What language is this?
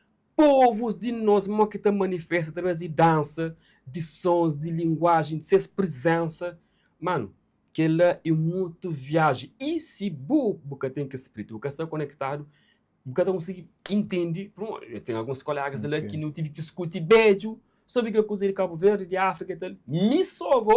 Kabuverdianu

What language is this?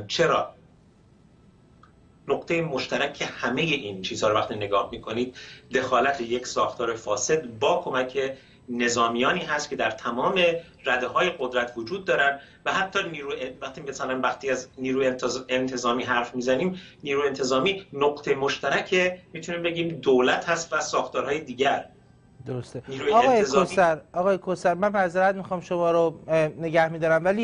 Persian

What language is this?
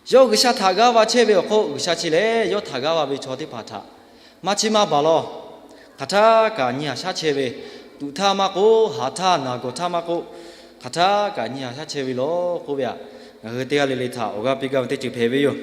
Lahu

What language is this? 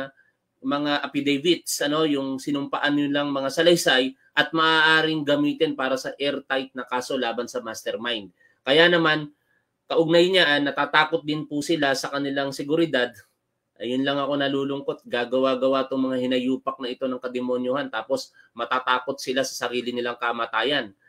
Filipino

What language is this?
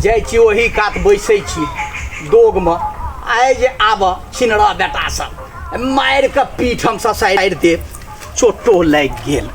Maithili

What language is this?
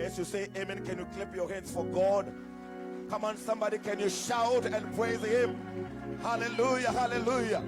Venda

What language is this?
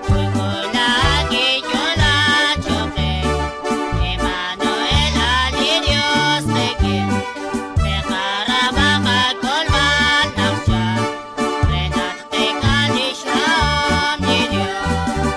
Kekchí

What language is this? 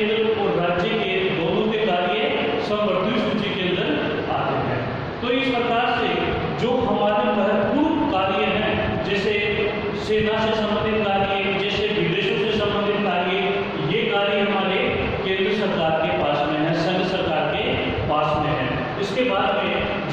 Hindi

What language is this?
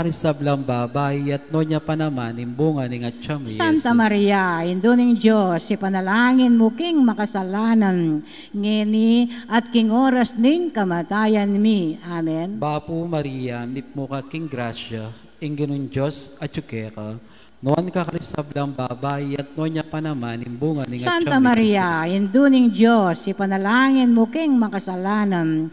Pampanga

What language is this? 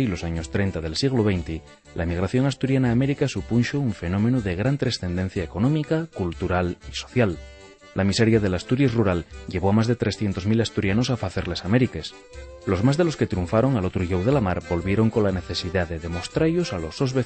Asturian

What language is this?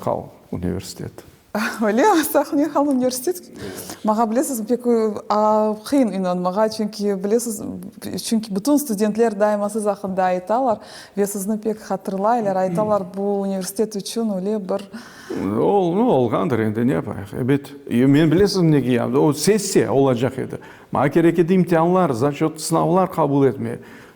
Crimean Tatar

